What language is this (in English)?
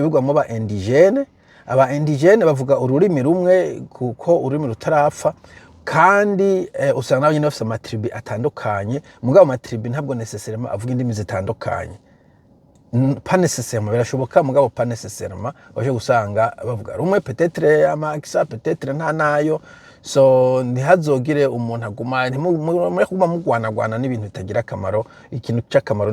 Rundi